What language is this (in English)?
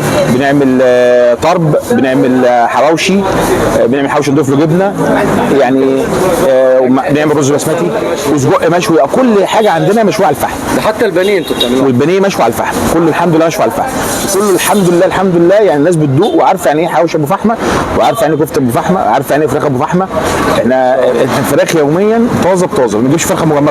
Egyptian Arabic